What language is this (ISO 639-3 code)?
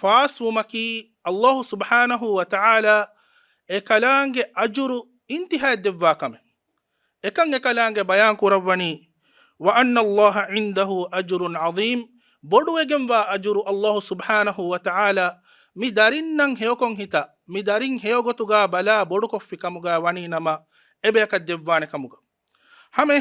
div